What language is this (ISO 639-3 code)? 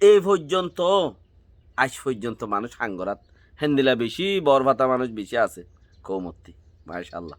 rhg